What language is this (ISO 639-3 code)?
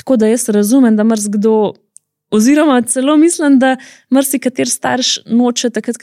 slv